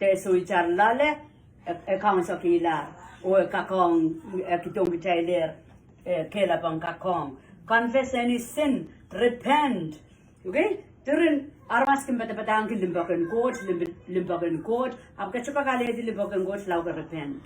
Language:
Pohnpeian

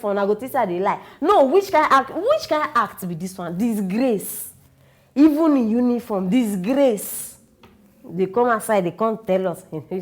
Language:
Nigerian Pidgin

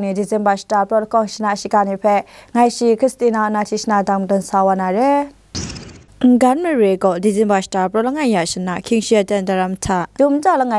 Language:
Kachin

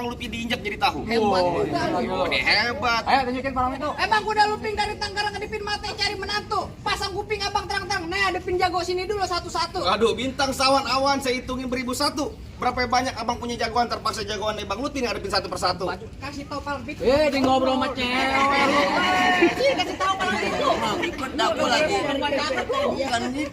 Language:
Betawi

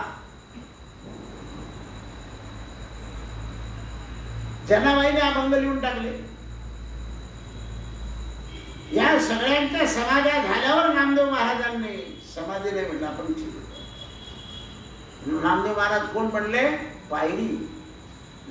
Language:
Marathi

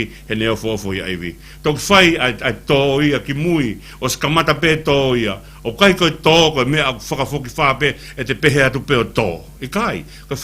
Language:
Tongan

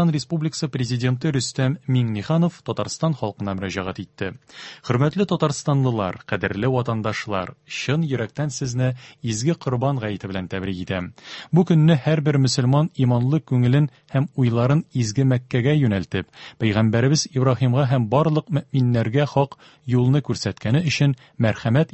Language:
Tatar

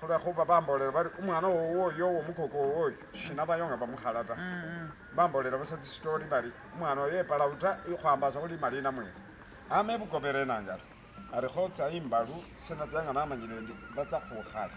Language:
Masaaba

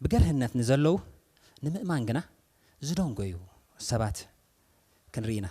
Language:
Tigrinya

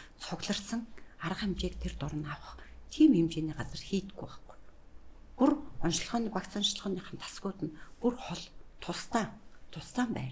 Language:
Mongolian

